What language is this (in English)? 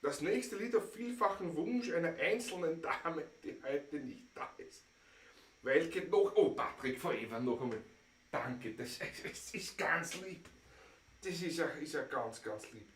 Bavarian